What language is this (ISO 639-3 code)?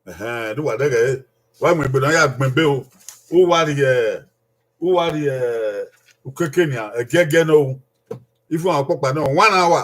bin